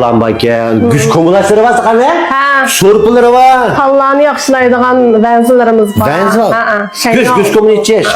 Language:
Uyghur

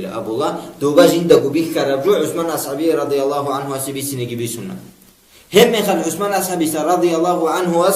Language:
Avaric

